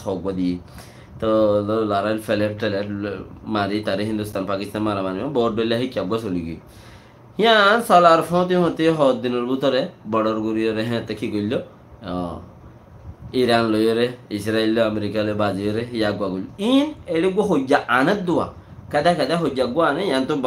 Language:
Rohingya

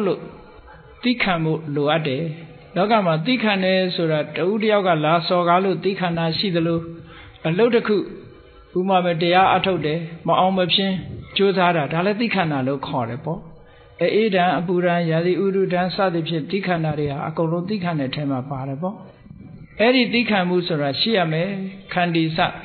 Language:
Burmese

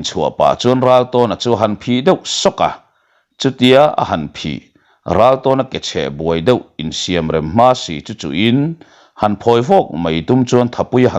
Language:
Mizo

